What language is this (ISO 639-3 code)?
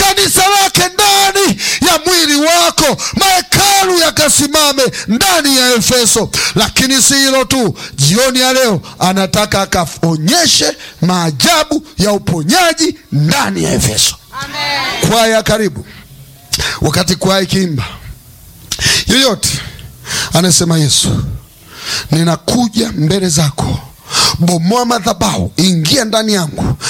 swa